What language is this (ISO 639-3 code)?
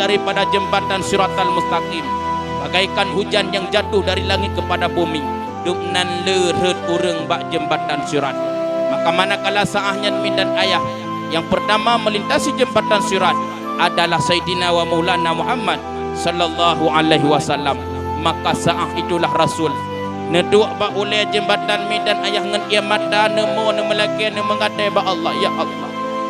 ace